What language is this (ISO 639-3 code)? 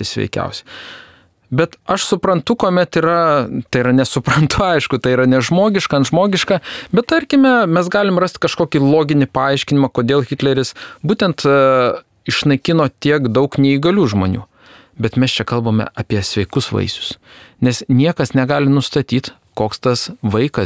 lit